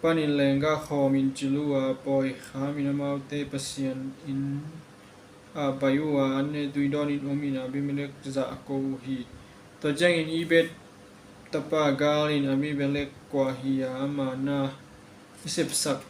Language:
Tedim Chin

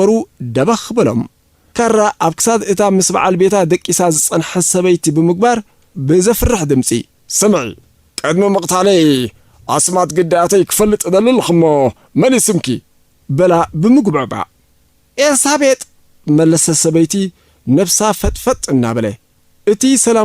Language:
Tigrinya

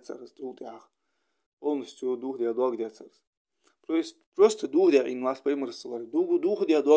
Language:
Ingush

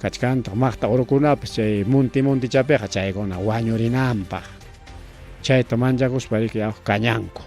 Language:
Ayacucho Quechua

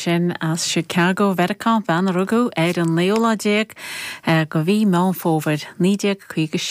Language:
Irish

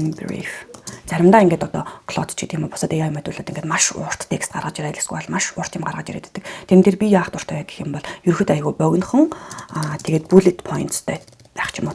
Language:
Mongolian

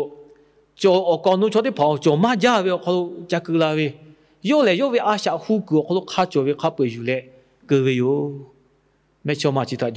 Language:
Lahu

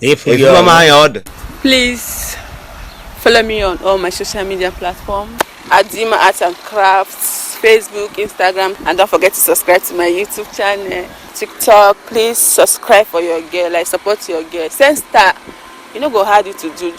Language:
Igbo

